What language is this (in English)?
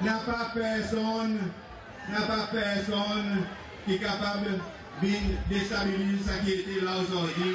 Seselwa Creole French